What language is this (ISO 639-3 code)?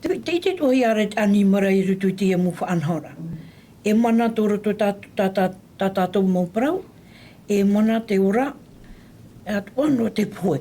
tah